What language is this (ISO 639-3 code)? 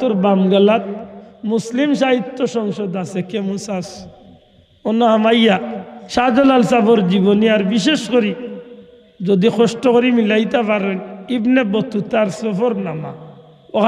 syl